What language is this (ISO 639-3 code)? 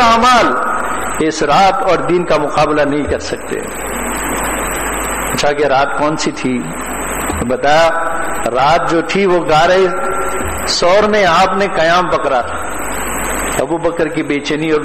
urd